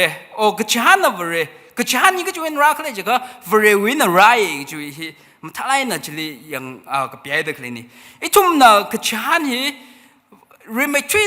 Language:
Tangkhul Naga (India)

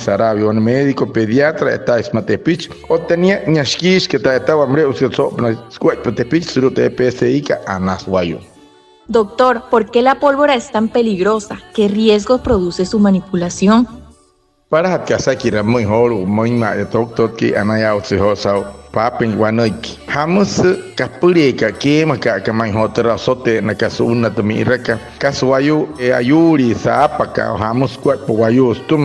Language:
Wayuu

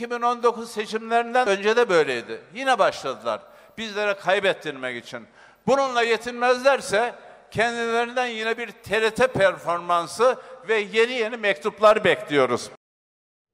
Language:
Turkish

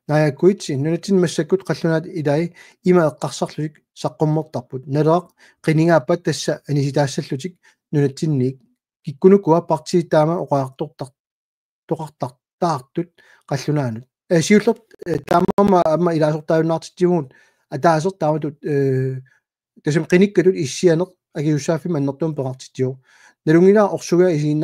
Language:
Kalaallisut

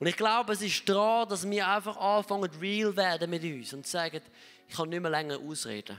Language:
Swiss German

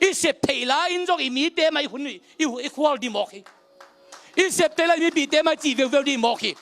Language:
Tedim Chin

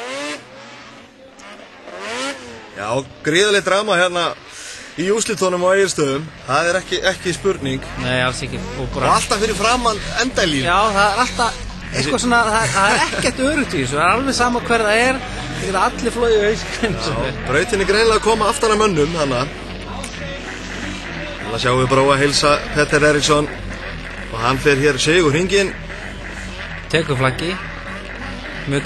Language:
Icelandic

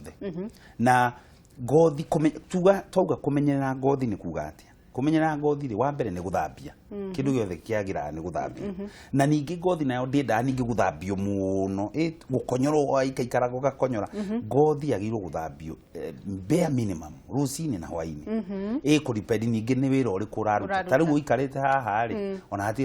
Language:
Kikuyu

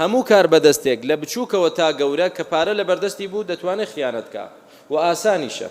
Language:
Central Kurdish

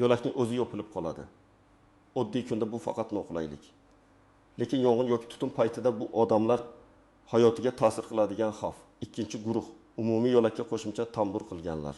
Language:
Uzbek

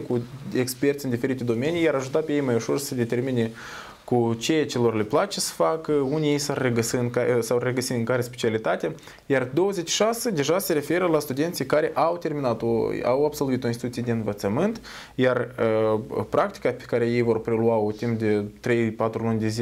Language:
Romanian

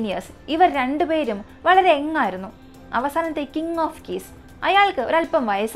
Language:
Malayalam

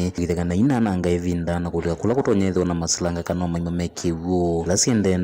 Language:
Kamba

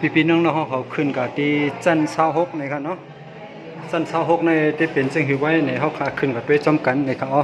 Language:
Shan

